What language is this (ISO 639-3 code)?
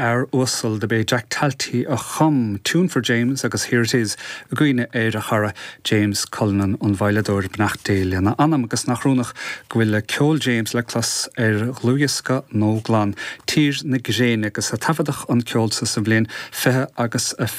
gle